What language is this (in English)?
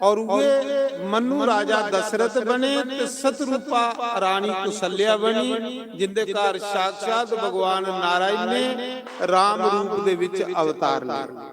Dogri